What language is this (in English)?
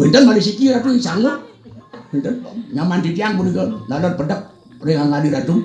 Balinese